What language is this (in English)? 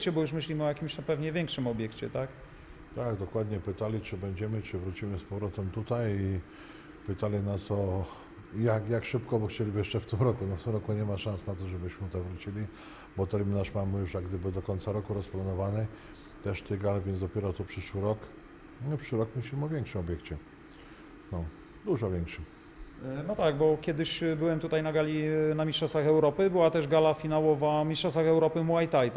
Polish